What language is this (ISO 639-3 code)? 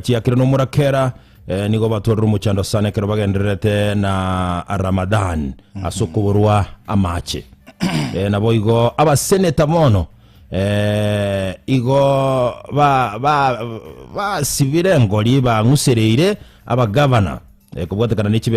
guz